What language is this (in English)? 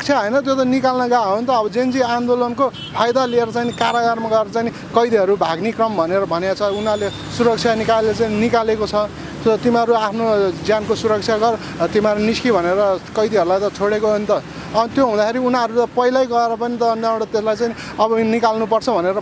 Nepali